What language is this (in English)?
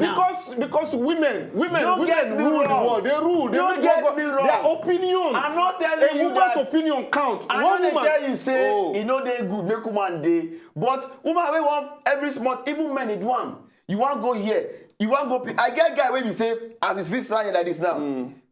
Nigerian Pidgin